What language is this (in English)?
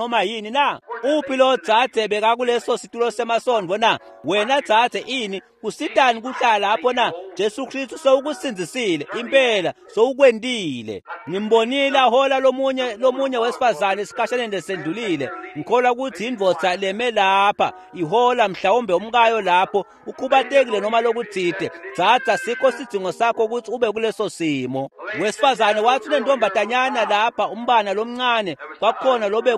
Swati